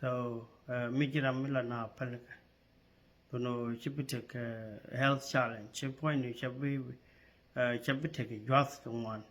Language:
Nuer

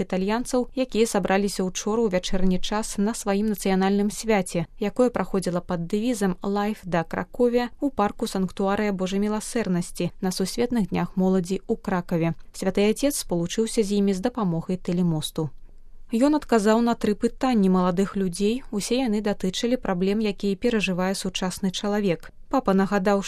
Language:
Belarusian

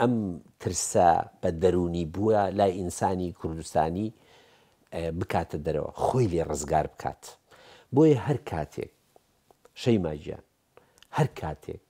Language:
Central Kurdish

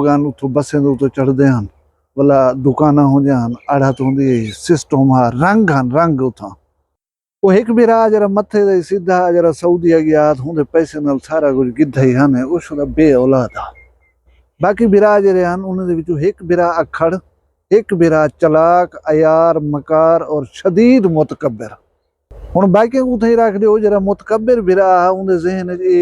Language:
Saraiki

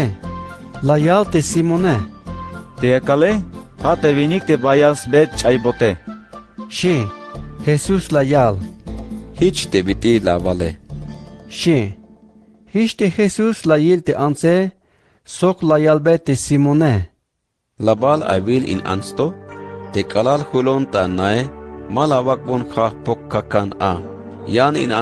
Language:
Tzeltal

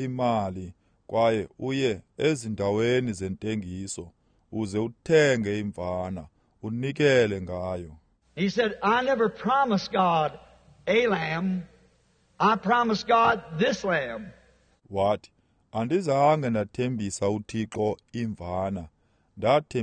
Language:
Xhosa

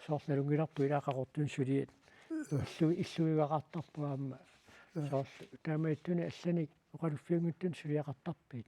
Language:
Kalaallisut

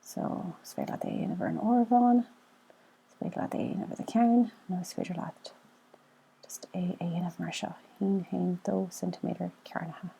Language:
Irish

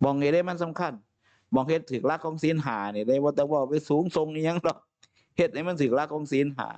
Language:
Northeastern Thai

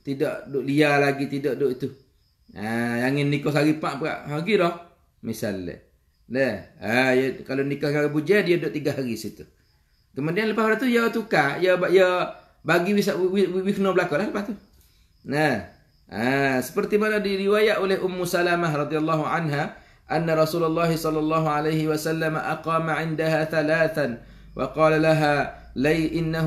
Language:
Malay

